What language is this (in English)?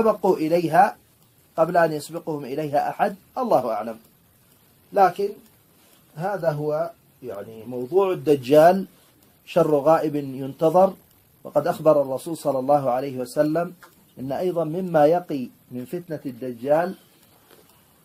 Arabic